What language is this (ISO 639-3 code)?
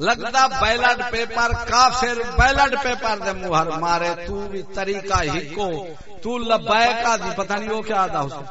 skr